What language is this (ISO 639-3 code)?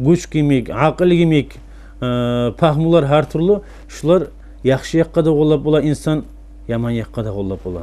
kum